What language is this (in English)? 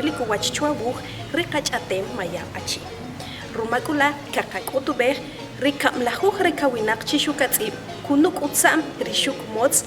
Achi